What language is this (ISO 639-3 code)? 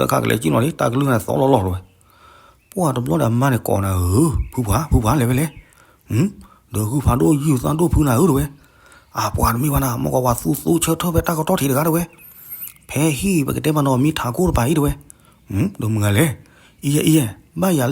ksw